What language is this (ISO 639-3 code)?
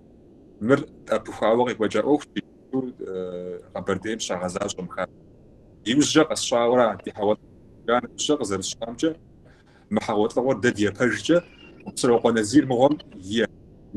kbd